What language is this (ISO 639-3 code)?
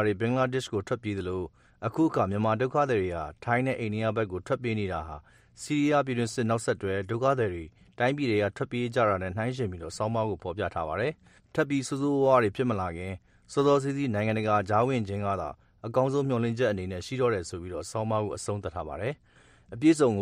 mya